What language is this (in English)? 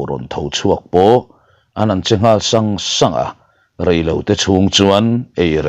Mizo